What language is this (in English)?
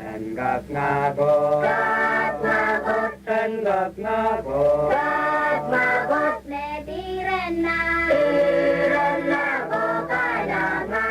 Pohnpeian